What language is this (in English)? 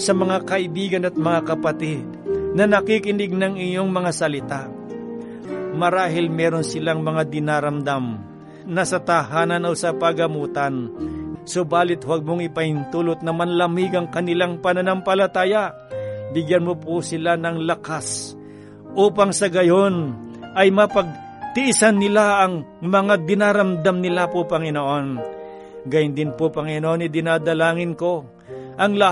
Filipino